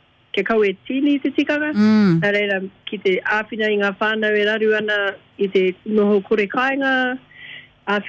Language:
Māori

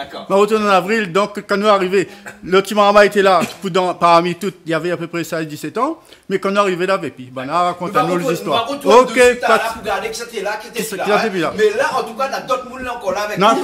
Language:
Réunion Creole French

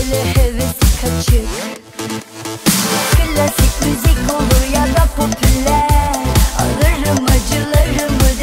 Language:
Turkish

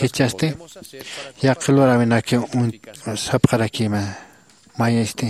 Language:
Aymara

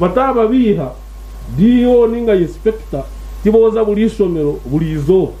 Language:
Nyankole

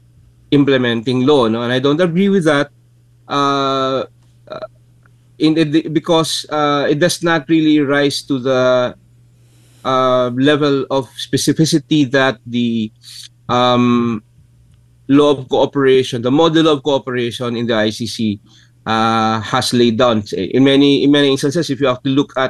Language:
Filipino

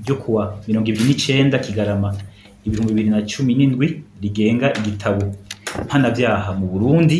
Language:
Rundi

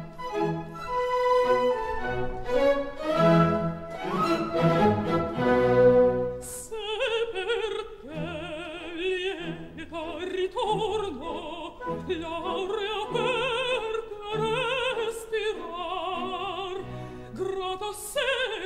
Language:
Italian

